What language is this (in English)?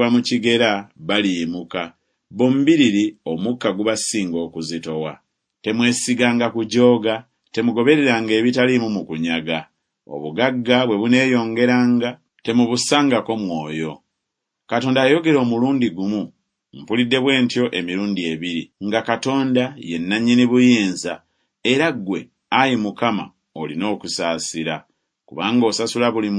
Ganda